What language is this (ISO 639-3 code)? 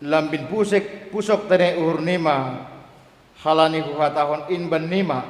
bts